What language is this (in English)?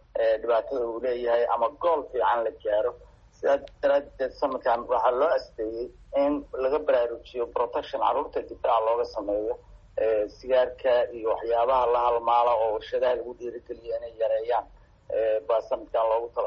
Somali